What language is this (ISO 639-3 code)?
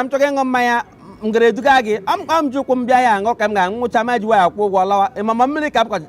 ibo